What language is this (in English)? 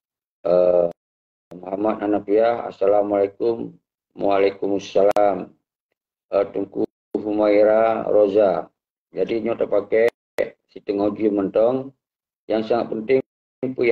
Achinese